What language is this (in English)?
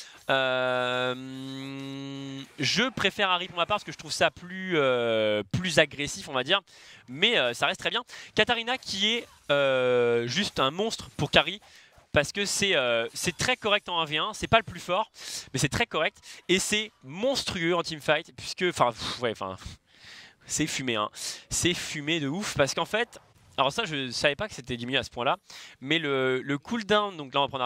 French